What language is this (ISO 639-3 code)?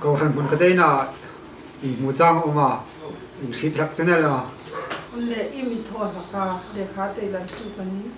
hmr